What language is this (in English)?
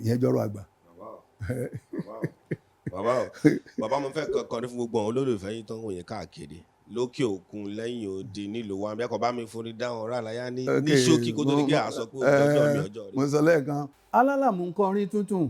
Yoruba